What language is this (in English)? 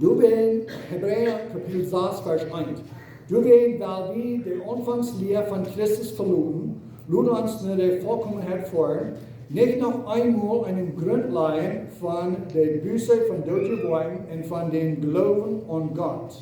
Plautdietsch